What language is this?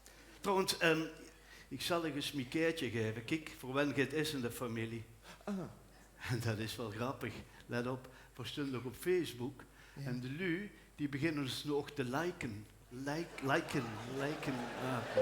Limburgish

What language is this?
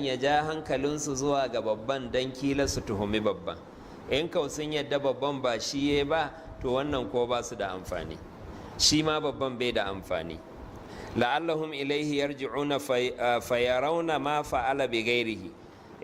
Hausa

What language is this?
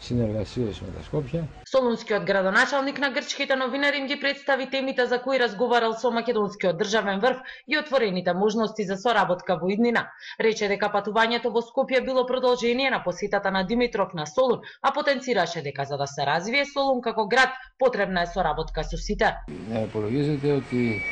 Macedonian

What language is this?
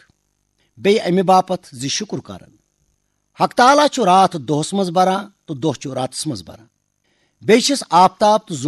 Kashmiri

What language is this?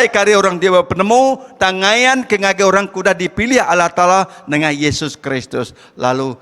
Iban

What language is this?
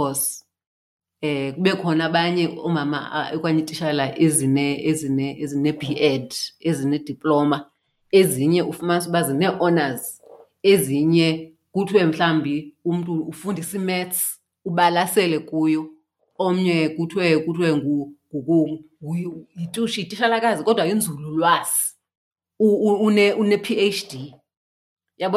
Xhosa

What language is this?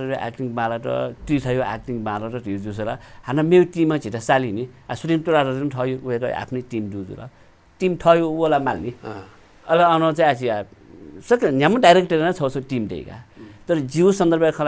Newari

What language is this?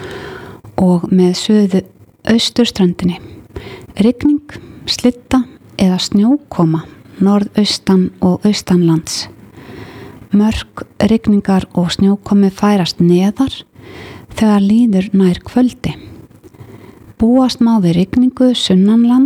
Icelandic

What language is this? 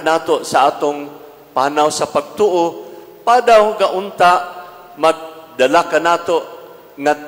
Cebuano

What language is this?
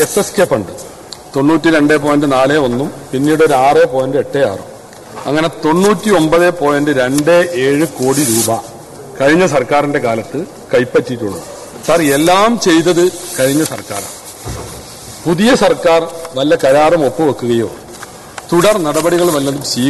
Malayalam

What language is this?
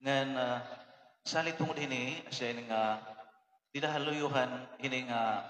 Waray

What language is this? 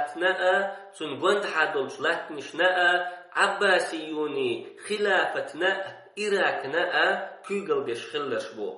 Chechen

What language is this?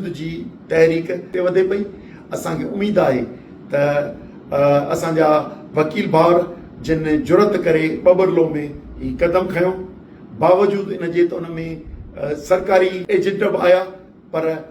Sindhi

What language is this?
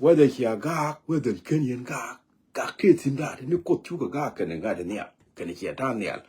Nuer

